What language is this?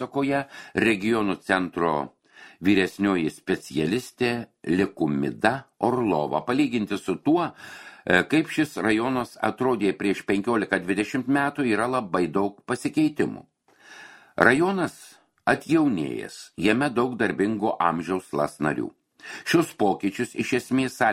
Lithuanian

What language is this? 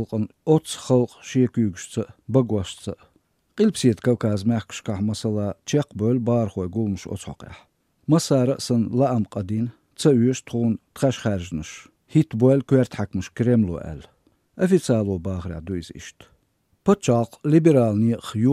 Chechen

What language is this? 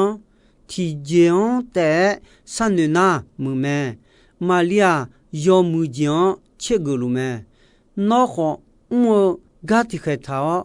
Akha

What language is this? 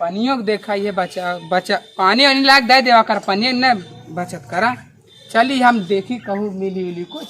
Awadhi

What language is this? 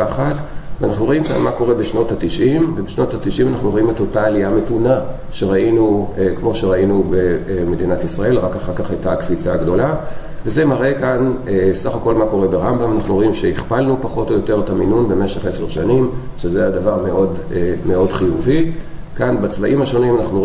Hebrew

